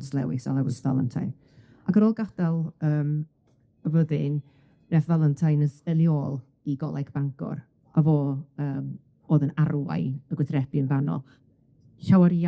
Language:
Welsh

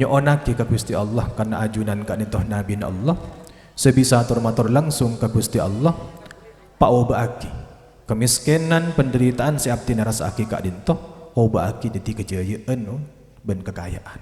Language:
Madurese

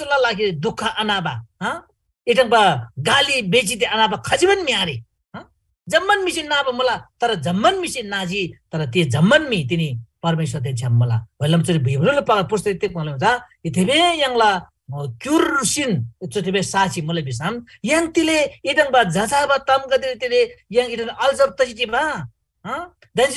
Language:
Eastern Tamang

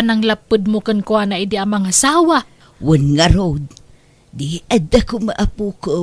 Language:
Iloko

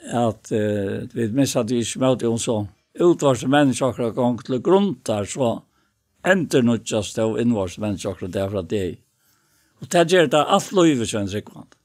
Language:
Faroese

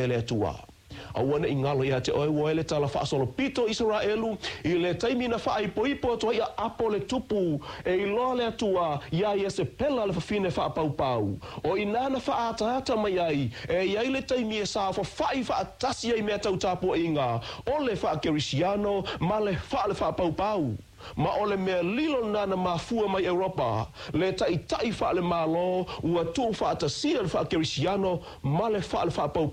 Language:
Samoan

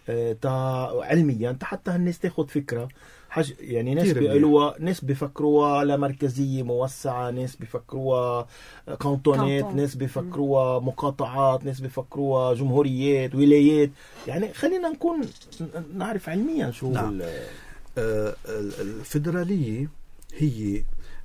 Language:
North Levantine Arabic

